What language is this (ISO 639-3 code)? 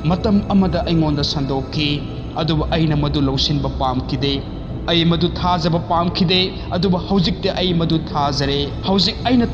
mni